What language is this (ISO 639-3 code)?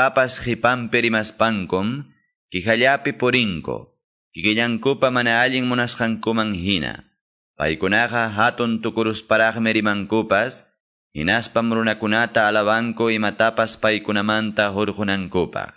que